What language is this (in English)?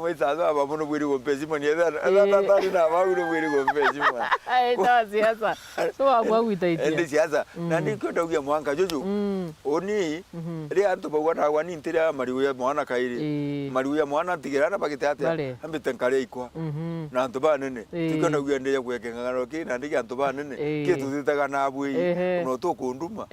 Meru